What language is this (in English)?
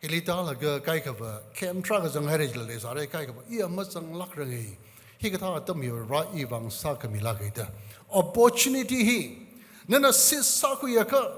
Tangkhul Naga (India)